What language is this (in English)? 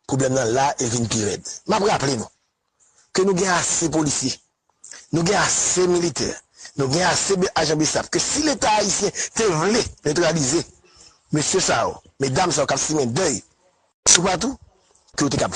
Haitian Creole